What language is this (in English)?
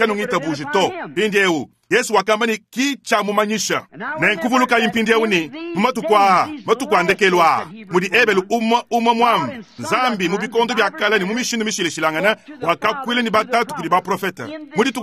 Luba-Lulua